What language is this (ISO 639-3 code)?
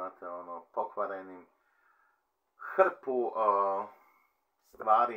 hrv